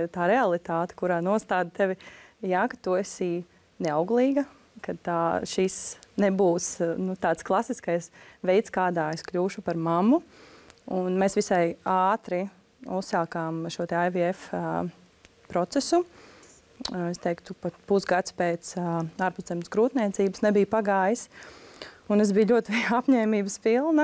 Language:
Latvian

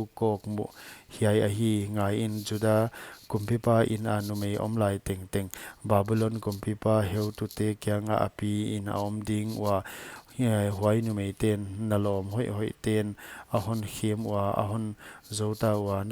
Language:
Paite Chin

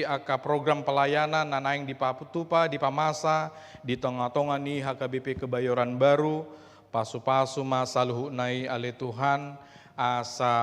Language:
Batak Toba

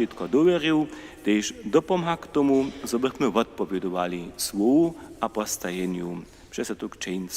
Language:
Upper Sorbian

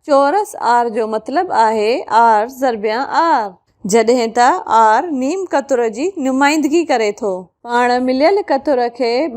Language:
Sindhi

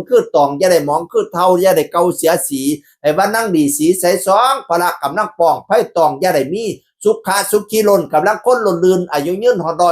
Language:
Northeastern Thai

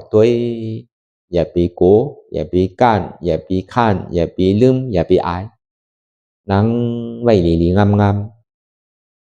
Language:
Shan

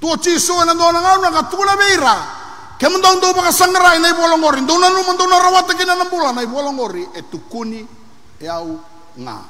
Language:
Fijian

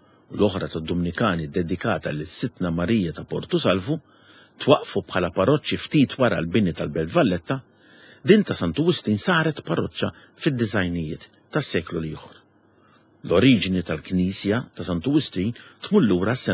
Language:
Maltese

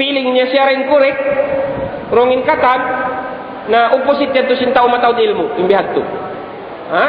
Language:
Tausug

